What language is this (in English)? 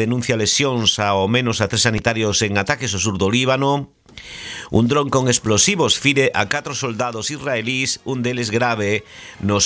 Galician